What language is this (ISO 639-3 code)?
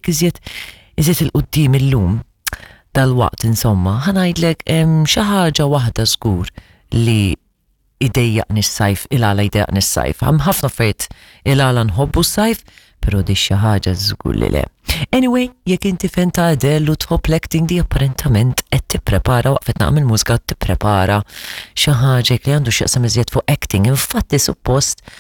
mlt